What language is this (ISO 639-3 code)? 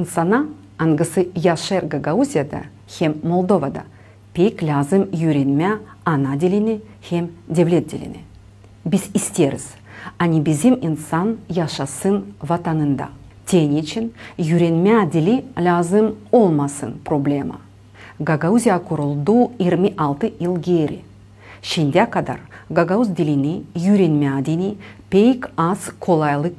gag